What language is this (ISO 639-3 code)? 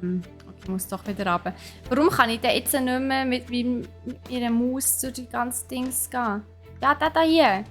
gsw